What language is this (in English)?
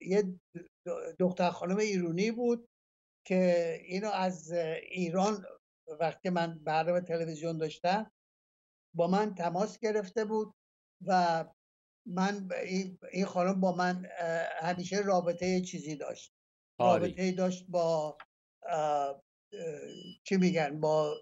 Persian